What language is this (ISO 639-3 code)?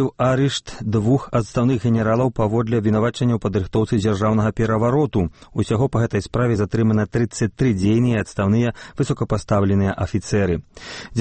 bel